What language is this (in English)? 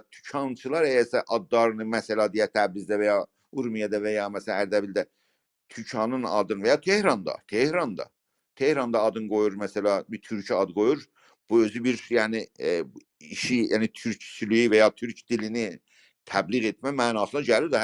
South Azerbaijani